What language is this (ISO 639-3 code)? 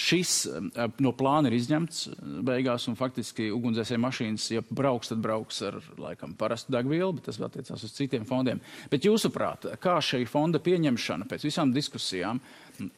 lav